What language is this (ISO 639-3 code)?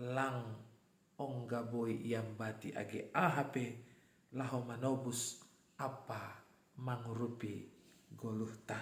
bts